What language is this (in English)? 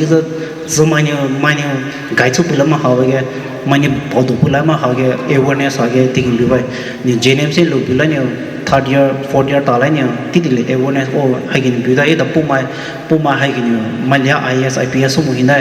Poumei Naga